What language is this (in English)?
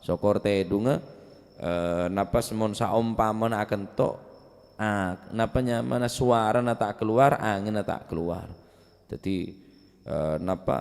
Madurese